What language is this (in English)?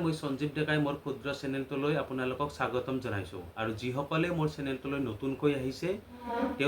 Assamese